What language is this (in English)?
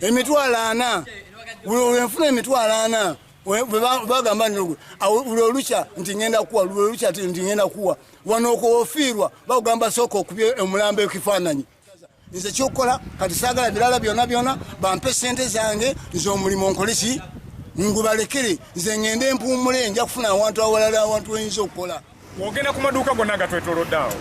Ganda